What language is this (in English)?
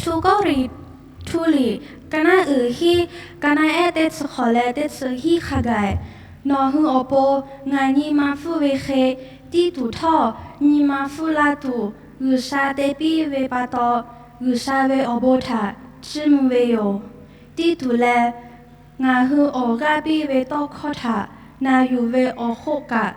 Lahu